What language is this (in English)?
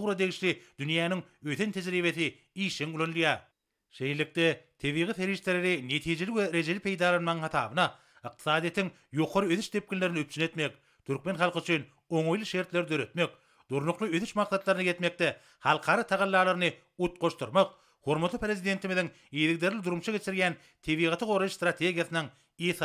Turkmen